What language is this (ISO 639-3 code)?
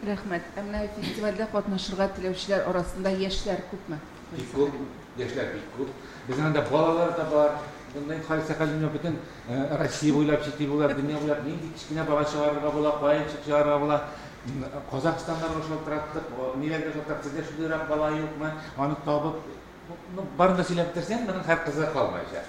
tat